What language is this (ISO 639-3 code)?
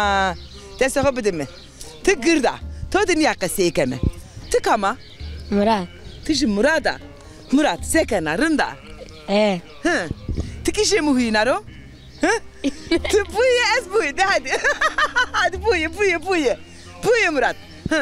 zza